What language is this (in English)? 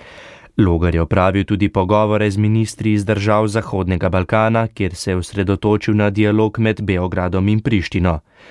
Slovenian